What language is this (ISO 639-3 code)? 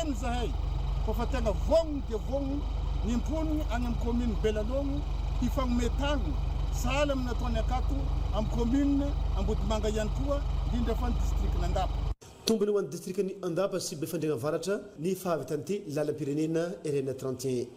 mlg